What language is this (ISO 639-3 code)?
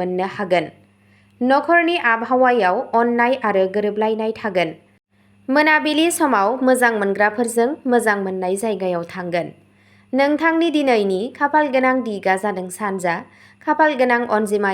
brx